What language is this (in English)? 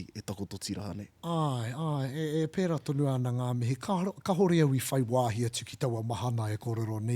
Māori